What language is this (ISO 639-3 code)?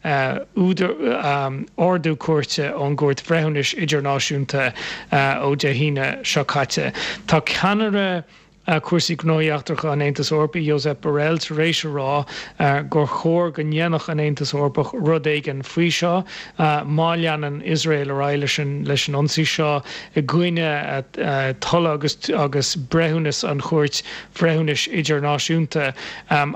gle